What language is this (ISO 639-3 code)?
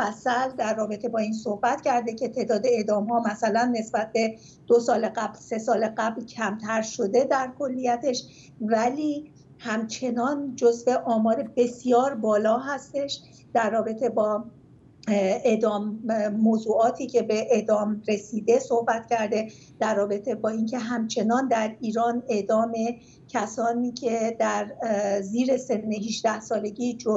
fas